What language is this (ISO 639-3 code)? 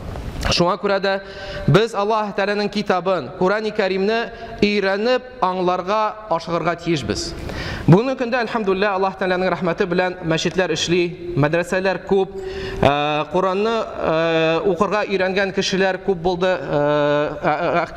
tat